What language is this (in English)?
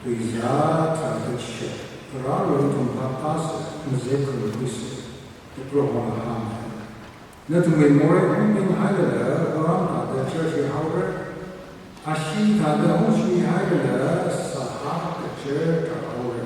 Tangkhul Naga (India)